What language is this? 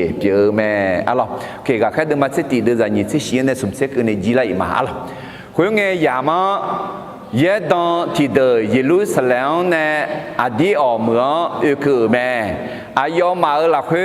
Akha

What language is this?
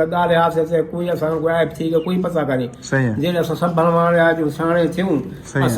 Saraiki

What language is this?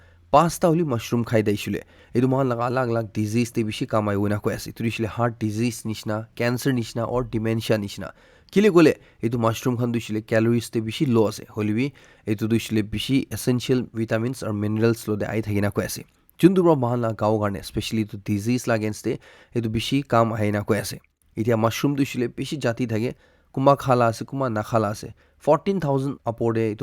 Naga Pidgin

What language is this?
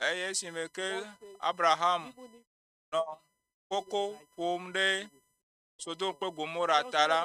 Ewe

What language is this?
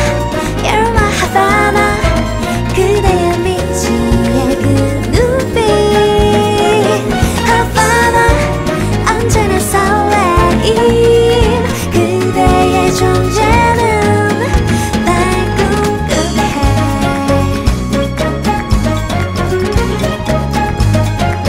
Korean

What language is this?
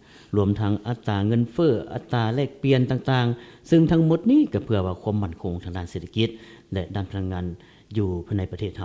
Lao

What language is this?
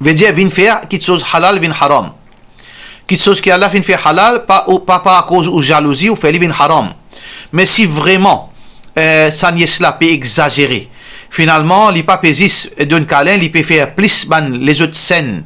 Morisyen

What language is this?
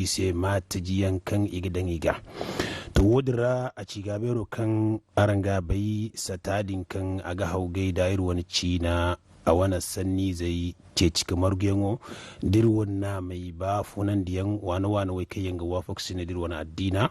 Zarma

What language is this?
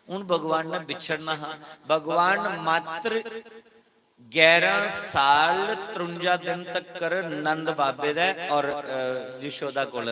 Dogri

